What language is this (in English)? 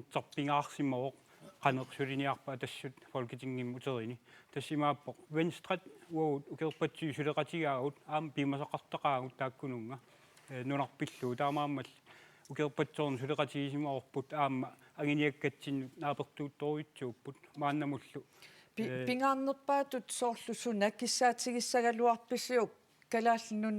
Kalaallisut